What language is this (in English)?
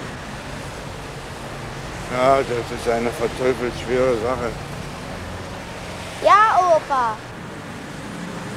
German